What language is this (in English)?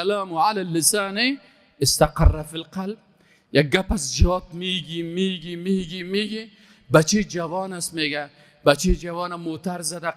Persian